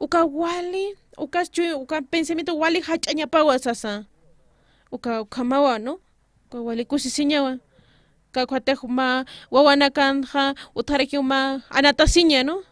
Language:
Aymara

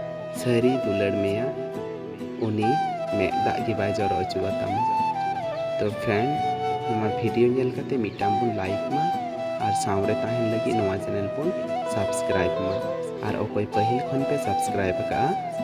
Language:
Santali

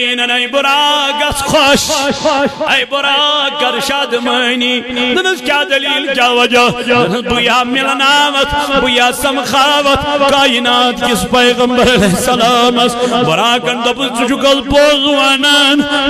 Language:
Kashmiri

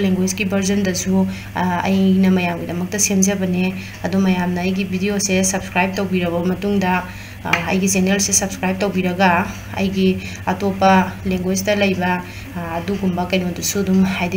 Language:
Manipuri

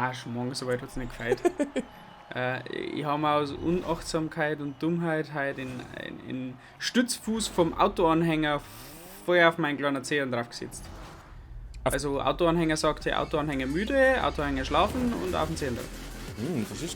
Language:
Bavarian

